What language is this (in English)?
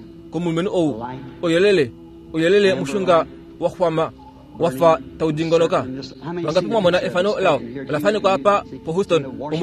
Kuanyama